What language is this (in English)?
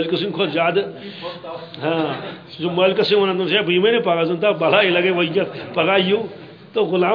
Kashmiri